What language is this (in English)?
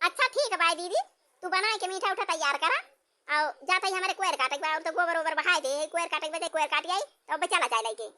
Awadhi